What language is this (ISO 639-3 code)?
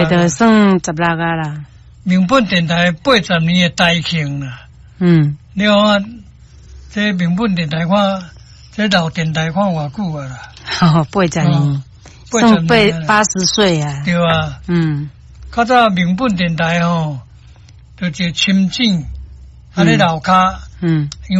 nan